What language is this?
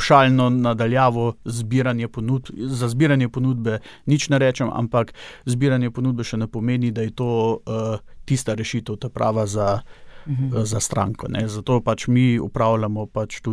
Slovenian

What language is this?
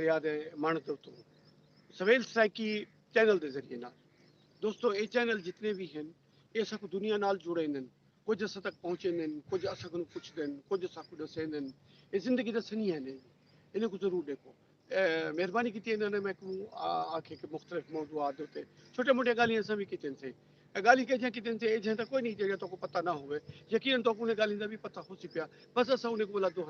Saraiki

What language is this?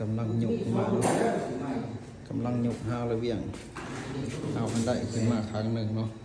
Lao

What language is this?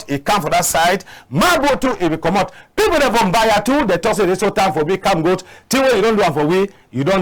Cameroon Pidgin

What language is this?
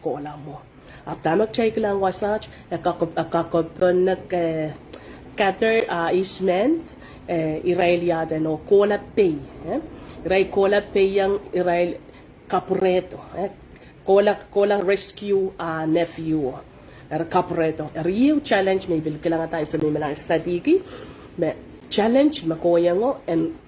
Pohnpeian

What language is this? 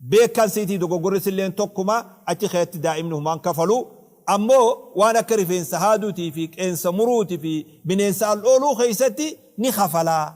Oromo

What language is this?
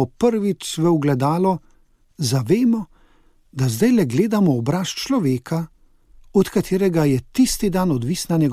Slovenian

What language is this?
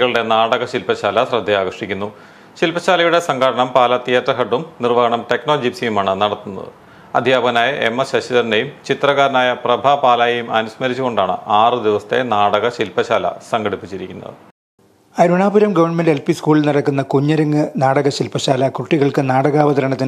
Malayalam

